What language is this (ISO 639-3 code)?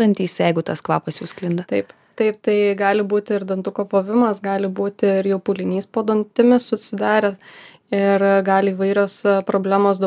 lit